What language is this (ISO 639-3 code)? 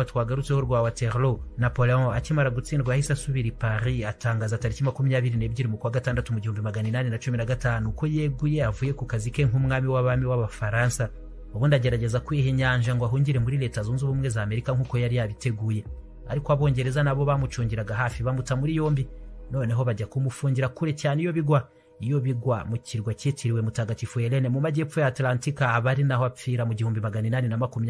kin